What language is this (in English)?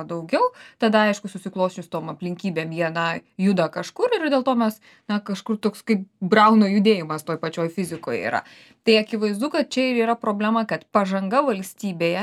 Lithuanian